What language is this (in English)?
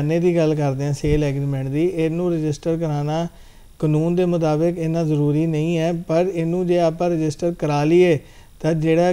Punjabi